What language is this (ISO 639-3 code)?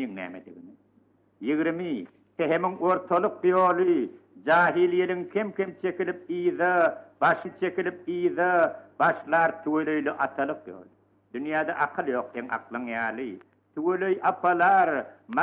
tuk